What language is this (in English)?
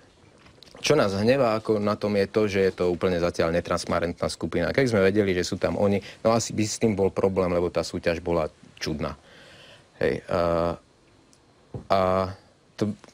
Slovak